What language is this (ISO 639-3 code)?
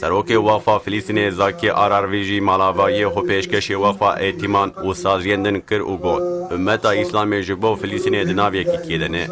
kur